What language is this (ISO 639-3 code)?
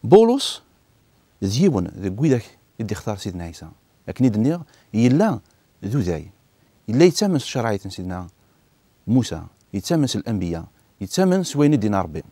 kab